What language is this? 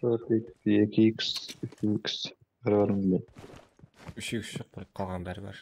Kara-Kalpak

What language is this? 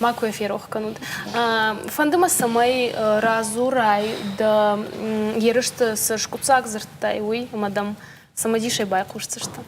Ossetic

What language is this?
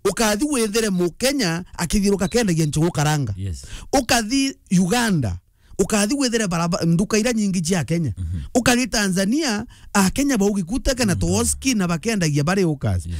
Meru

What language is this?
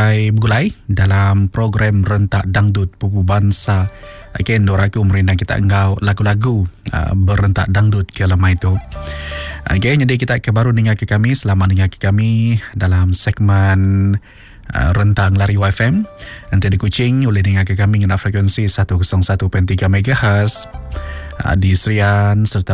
Malay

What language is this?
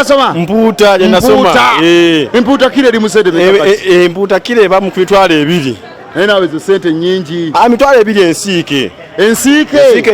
Ganda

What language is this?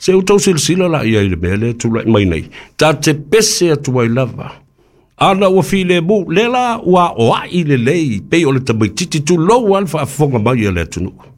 Samoan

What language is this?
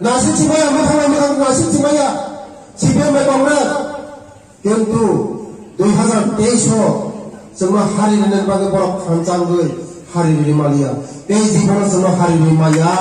Riang (India)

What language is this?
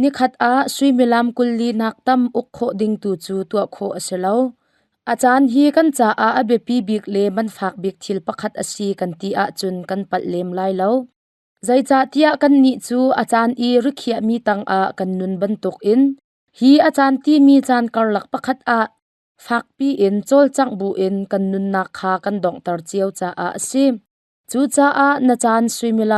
Hakha Chin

